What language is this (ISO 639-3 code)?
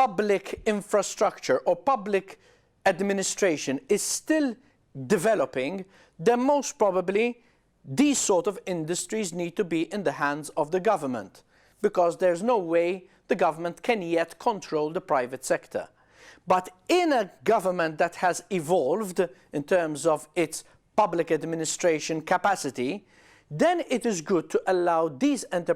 eng